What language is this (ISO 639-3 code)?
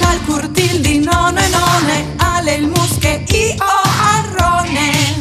fur